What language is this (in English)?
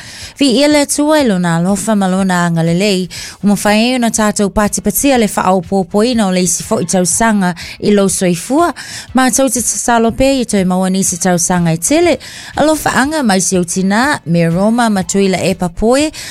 Samoan